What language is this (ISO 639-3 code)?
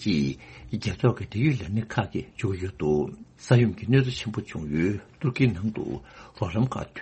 bod